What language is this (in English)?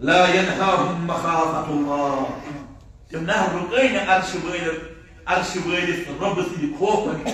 Kashmiri